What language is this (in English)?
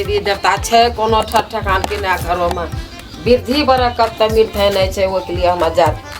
Maithili